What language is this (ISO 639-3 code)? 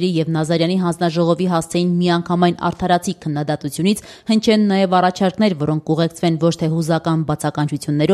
hye